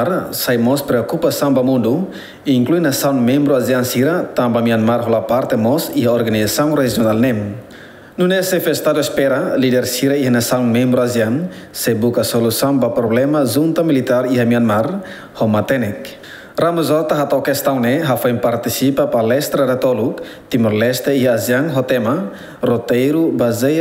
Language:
Tetum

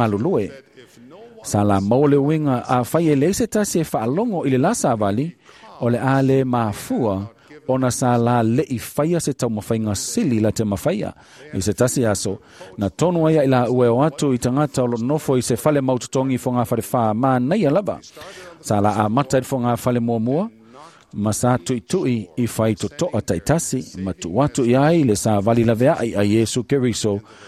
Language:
Samoan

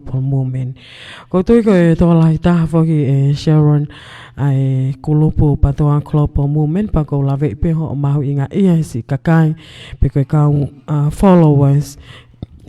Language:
Tongan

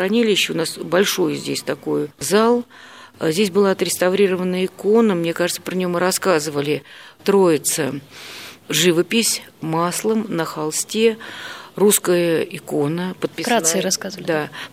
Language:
Russian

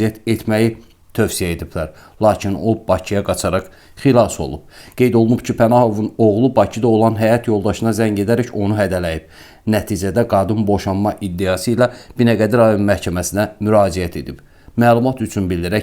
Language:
Azerbaijani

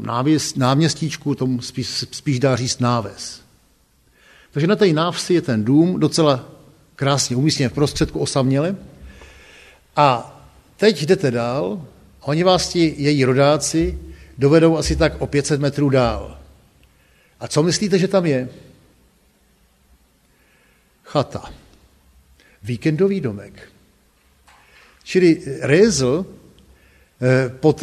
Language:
Czech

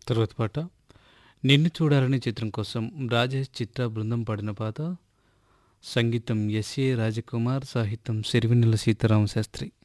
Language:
Telugu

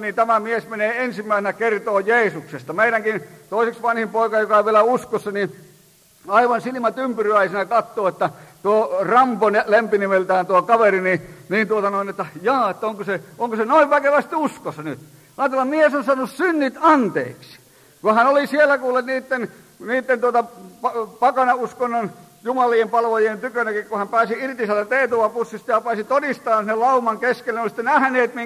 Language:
Finnish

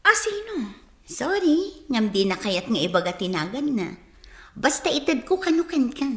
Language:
Iloko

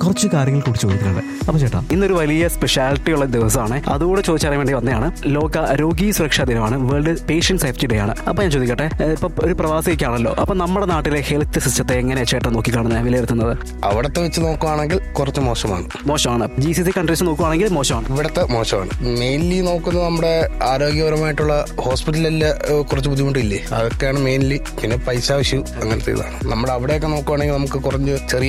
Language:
Malayalam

